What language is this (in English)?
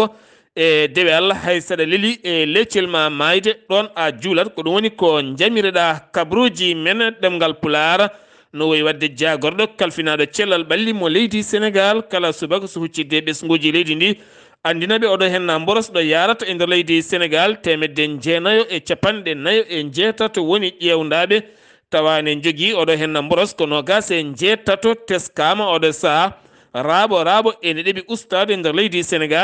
Fula